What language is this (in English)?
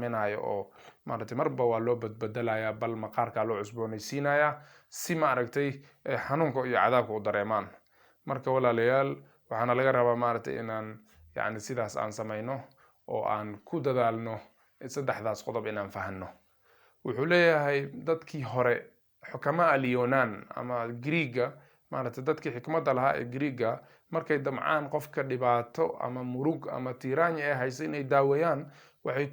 Somali